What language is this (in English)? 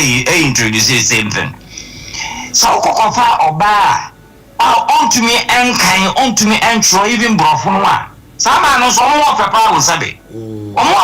Akan